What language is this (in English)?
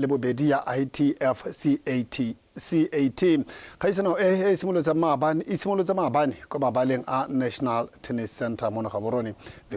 Tswana